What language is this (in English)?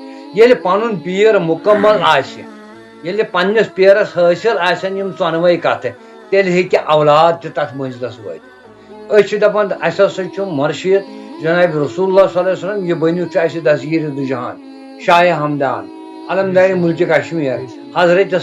Kashmiri